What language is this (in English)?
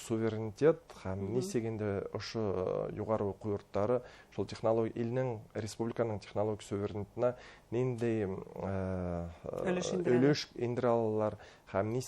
Bashkir